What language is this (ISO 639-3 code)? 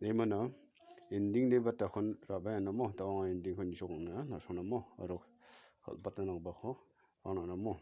grt